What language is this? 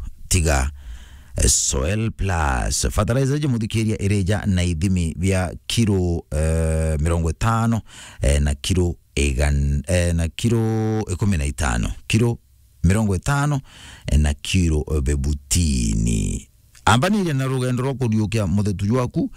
Meru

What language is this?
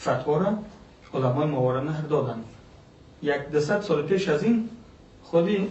Persian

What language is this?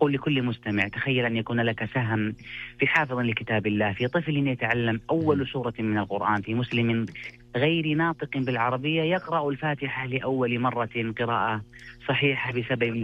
Arabic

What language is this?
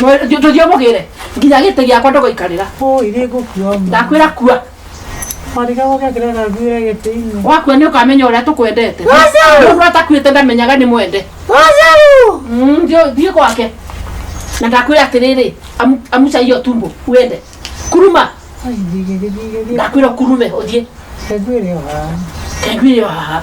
Kikuyu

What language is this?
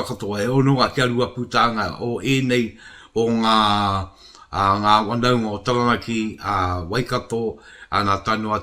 Māori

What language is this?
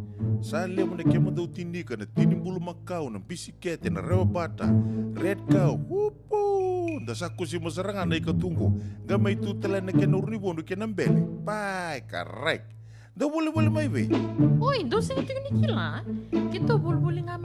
Fijian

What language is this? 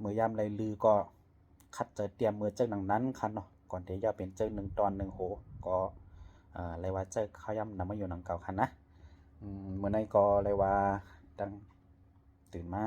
Shan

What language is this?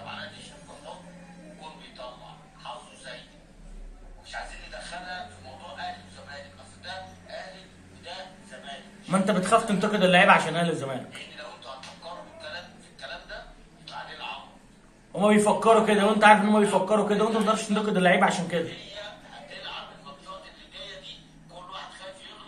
Egyptian Arabic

